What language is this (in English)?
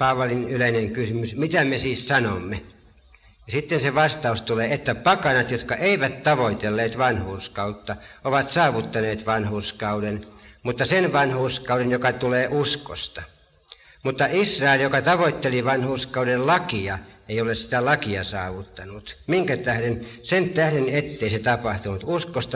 Finnish